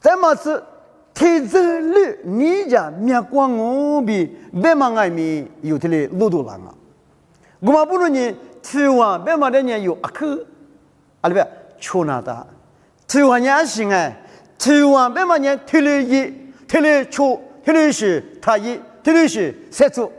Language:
Lisu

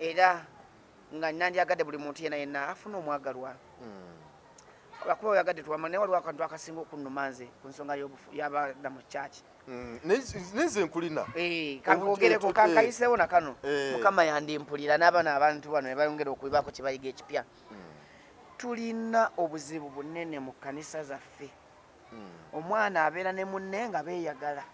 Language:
Ganda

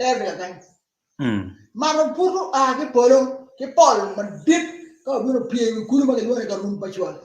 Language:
Acoli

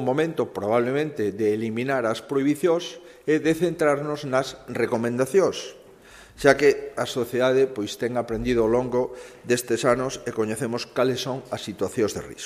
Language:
Galician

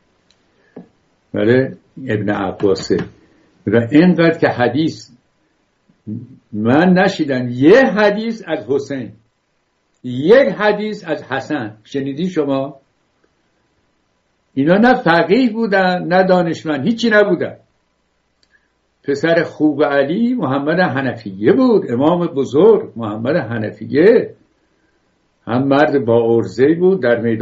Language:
Persian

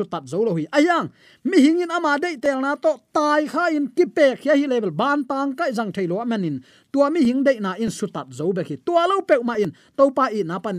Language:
Tedim Chin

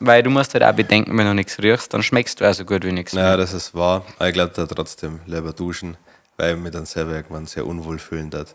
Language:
Bavarian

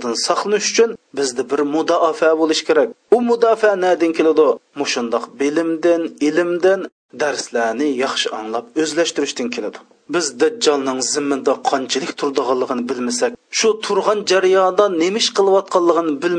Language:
Uyghur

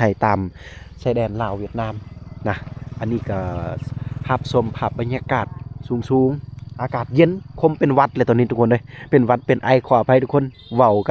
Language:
Lao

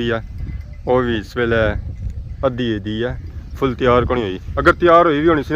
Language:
Pahari-Potwari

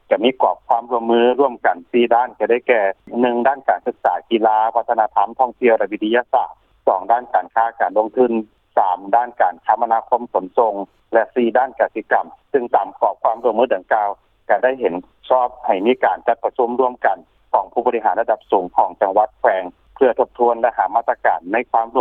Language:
Lao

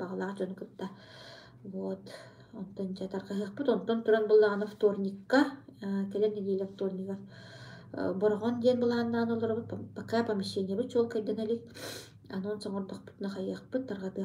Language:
Yakut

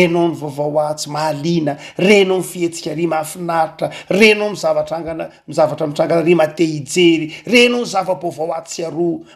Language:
Malagasy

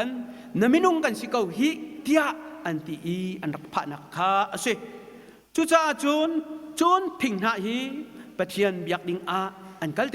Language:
Hakha Chin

